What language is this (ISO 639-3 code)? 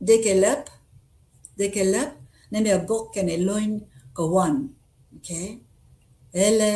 nus